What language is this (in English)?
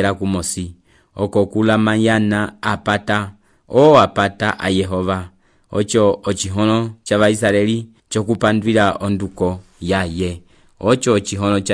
Umbundu